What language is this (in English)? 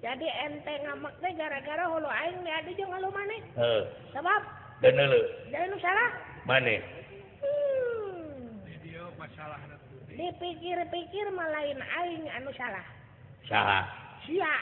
Sundanese